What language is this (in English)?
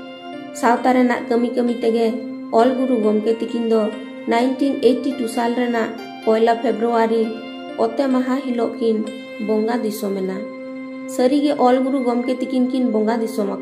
Santali